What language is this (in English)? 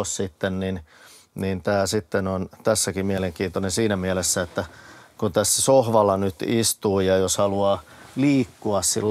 Finnish